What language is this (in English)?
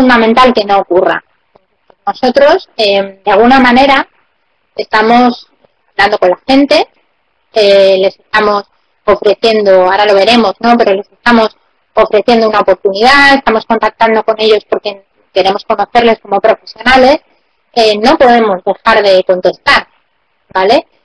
Spanish